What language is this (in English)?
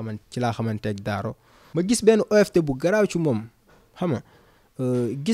Wolof